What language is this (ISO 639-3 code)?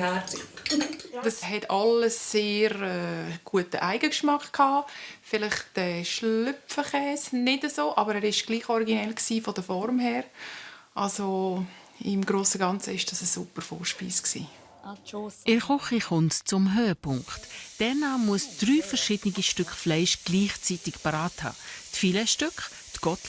gsw